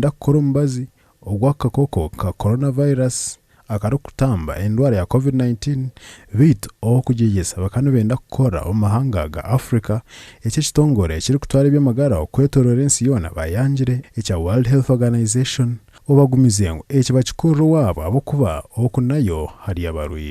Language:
Nyankole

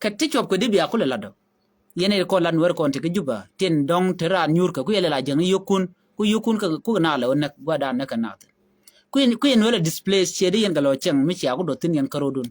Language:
Nuer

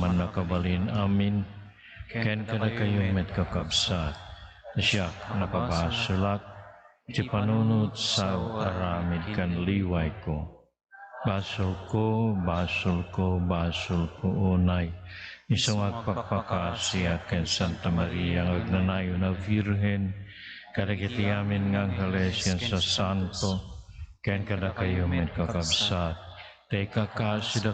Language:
Iloko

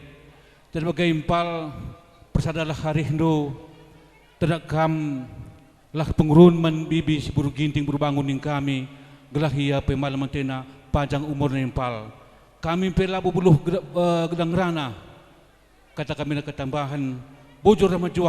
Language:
Batak Karo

